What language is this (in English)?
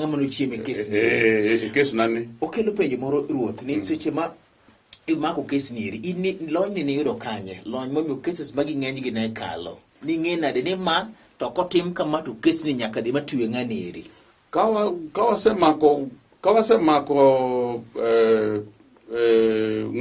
Luo (Kenya and Tanzania)